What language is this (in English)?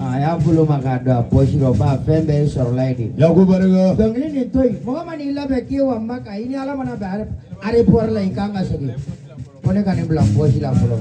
Bambara